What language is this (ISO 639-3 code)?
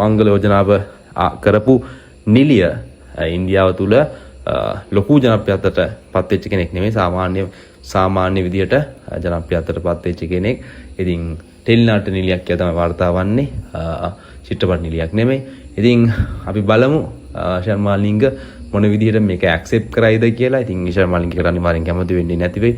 sin